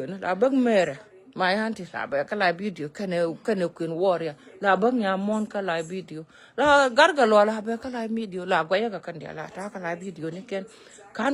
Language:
Nuer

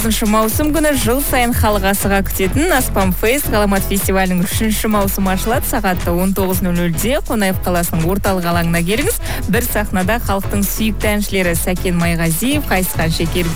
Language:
Kazakh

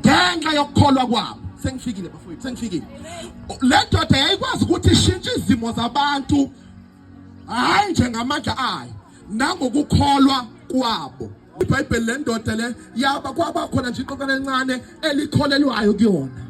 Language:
Zulu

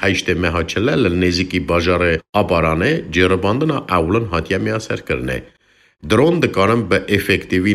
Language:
Kurdish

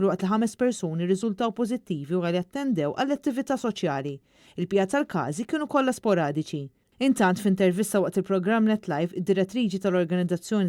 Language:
Maltese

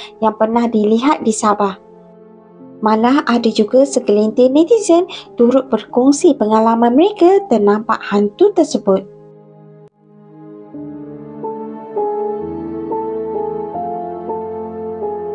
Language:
Malay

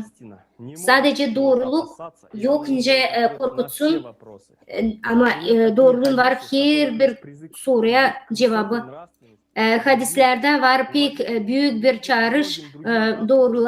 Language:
Gagauz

